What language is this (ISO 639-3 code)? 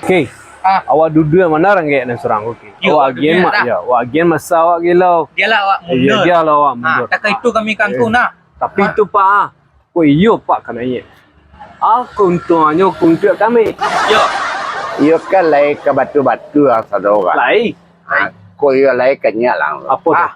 min